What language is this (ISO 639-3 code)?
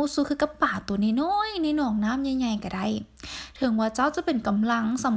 lao